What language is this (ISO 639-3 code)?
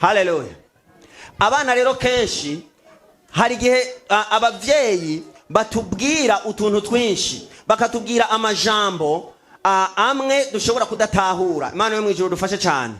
run